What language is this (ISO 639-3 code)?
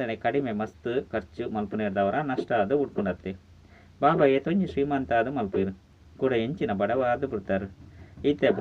tcy